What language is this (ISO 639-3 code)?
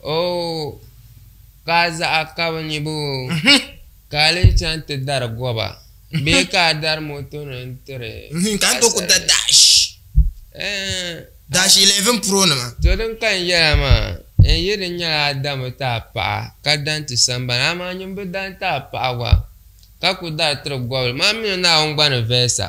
dag